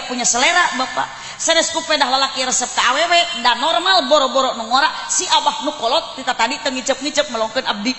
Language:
Sundanese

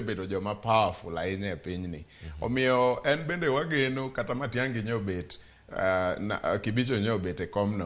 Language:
Luo (Kenya and Tanzania)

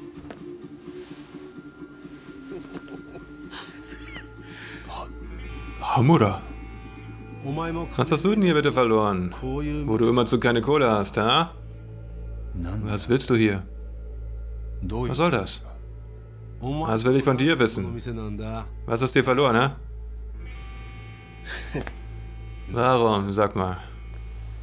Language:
German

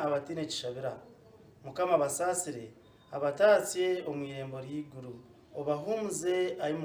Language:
Nyankole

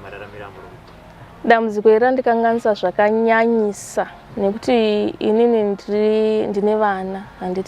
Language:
Shona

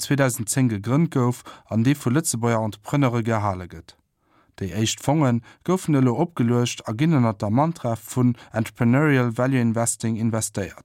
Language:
Luxembourgish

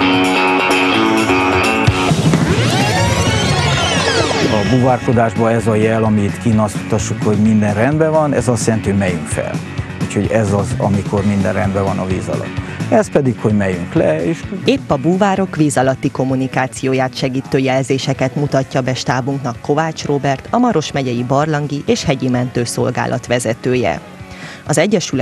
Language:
Hungarian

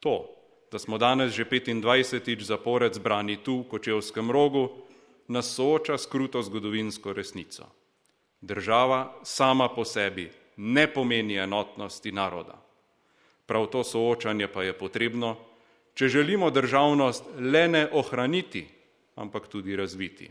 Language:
Slovenian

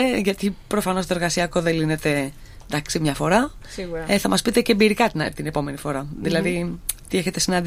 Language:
Greek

